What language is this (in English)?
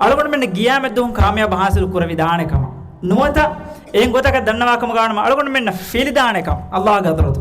Divehi